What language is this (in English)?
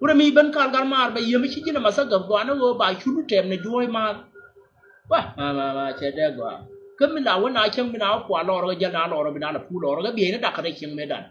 Nuer